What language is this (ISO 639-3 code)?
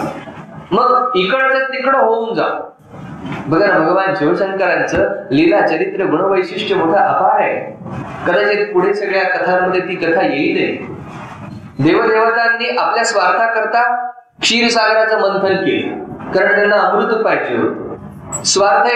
mar